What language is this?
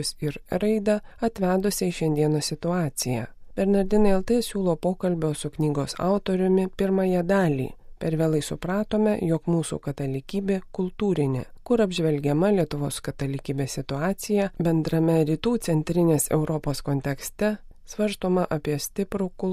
Lithuanian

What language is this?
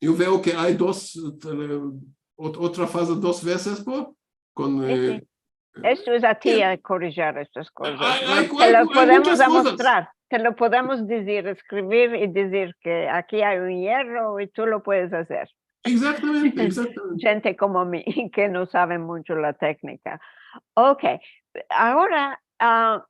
Ladino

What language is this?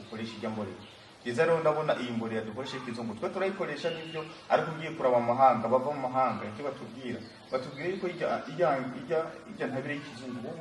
Rundi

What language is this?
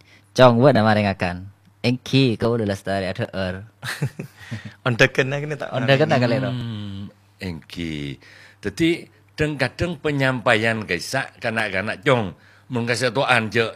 Madurese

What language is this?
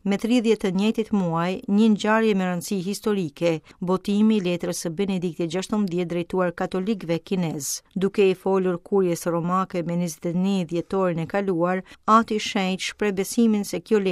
Albanian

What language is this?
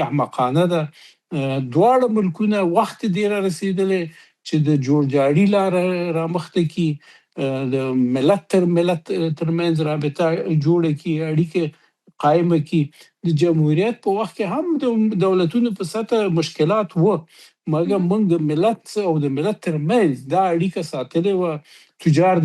Pashto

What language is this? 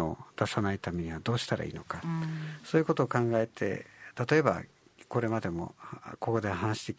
Japanese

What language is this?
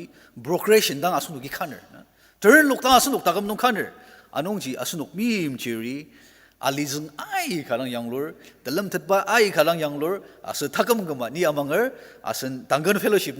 Ao Naga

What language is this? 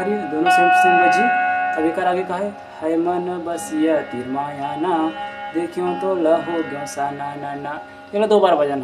Chhattisgarhi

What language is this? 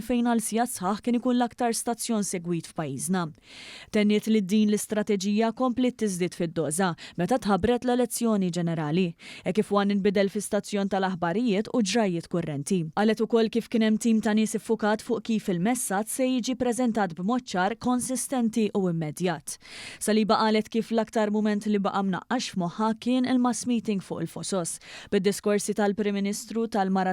Maltese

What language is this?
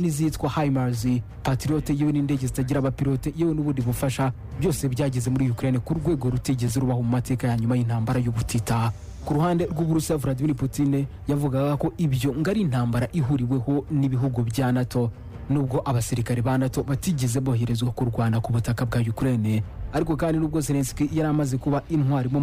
Kinyarwanda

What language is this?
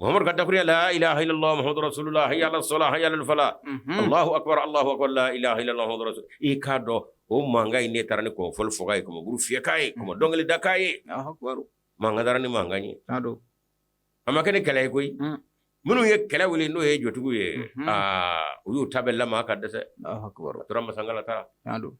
Bambara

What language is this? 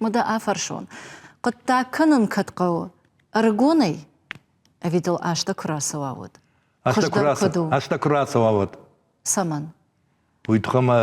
Ossetic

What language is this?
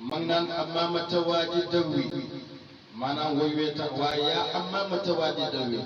Wolof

